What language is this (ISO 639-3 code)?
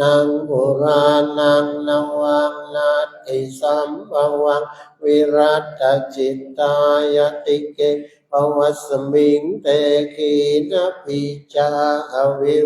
pli